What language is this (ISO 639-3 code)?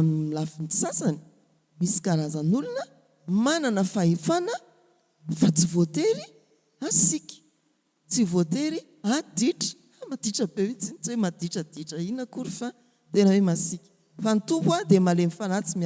mlg